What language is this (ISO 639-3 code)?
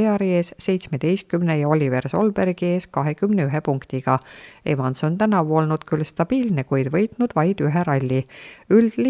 est